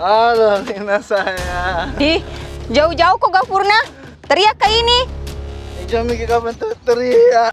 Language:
Makassar Malay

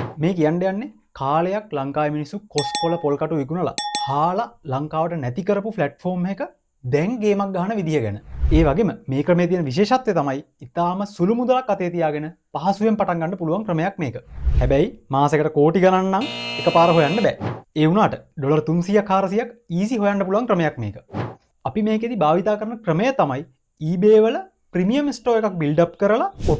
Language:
Sinhala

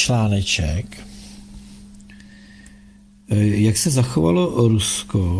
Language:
Czech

